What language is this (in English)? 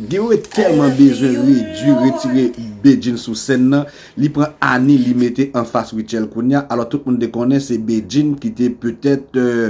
Haitian Creole